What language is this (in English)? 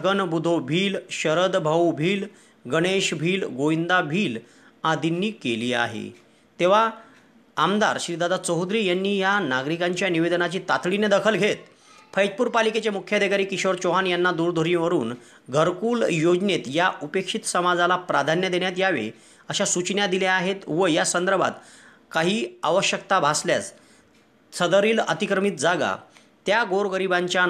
Marathi